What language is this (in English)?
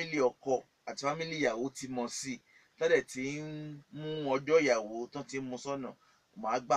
Yoruba